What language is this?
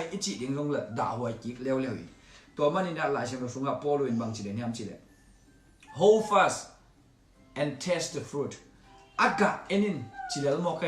Tedim Chin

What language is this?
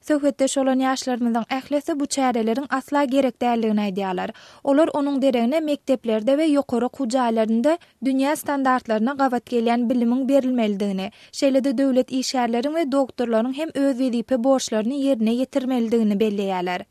Turkmen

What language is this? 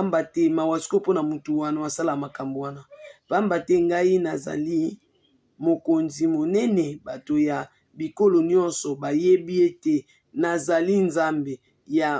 Lingala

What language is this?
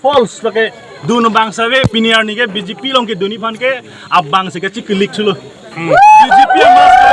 Karbi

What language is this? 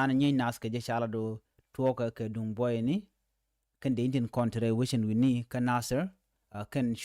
Nuer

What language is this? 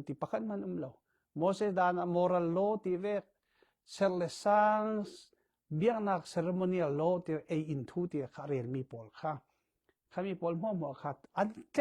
Falam Chin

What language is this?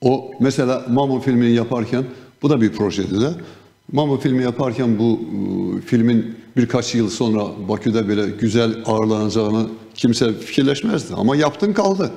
Gagauz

